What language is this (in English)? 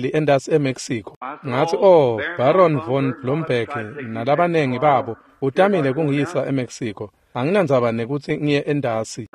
Swati